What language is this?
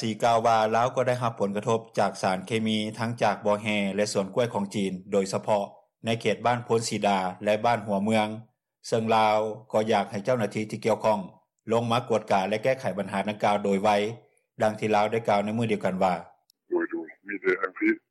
Lao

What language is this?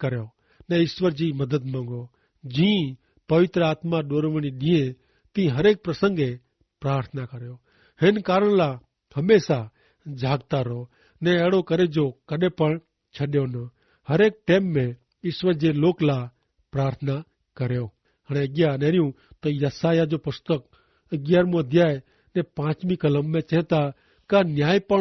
Kachhi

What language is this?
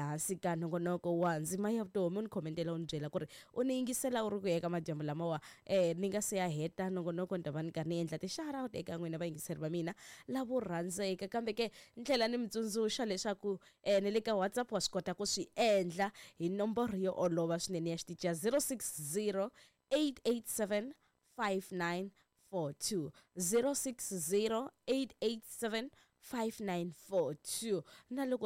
Tsonga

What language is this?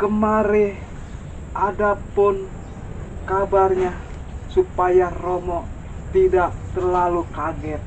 Betawi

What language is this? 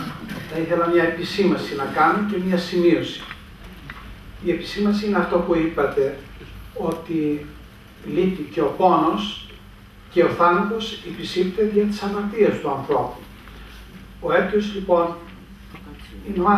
Greek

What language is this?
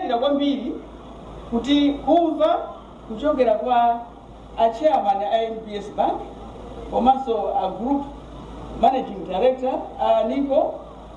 Nyanja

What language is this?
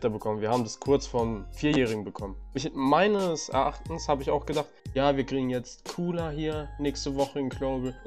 German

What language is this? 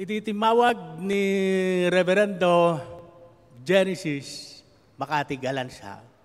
Iloko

